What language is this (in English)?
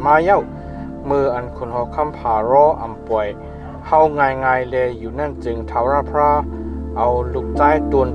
Shan